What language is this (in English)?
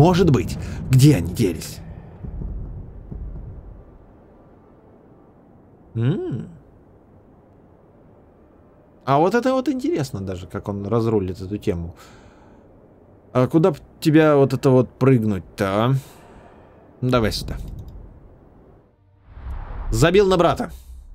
Russian